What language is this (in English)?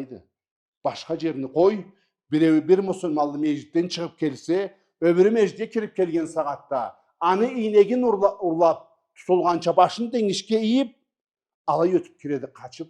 Karachay-Balkar